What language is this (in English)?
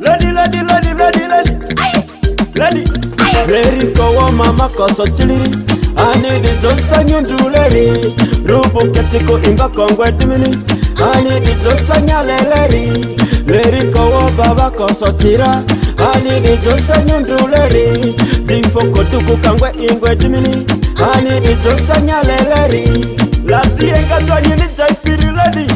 Ma'di